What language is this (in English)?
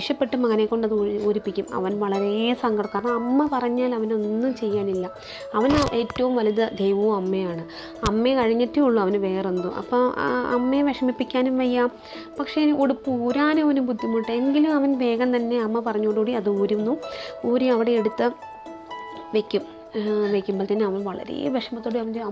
Malayalam